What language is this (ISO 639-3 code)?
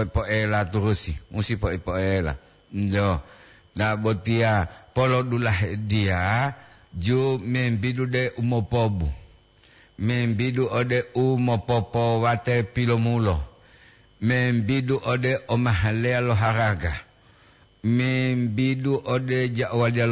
gor